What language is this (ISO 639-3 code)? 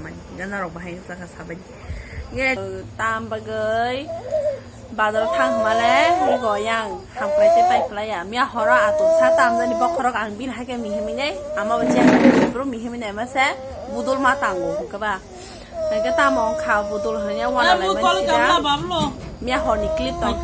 trp